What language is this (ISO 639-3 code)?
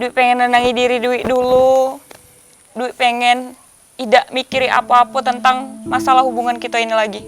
mui